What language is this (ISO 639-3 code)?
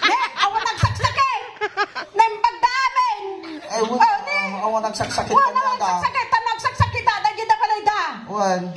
ilo